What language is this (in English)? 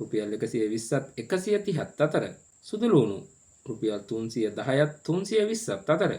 Sinhala